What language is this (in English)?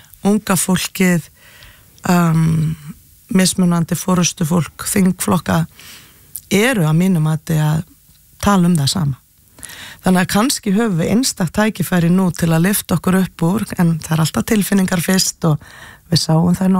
Icelandic